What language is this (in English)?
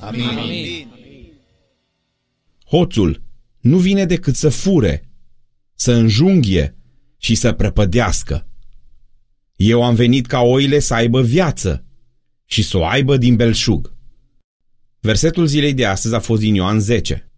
Romanian